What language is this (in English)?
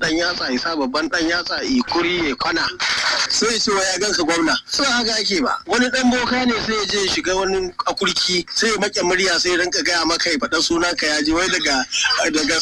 Hausa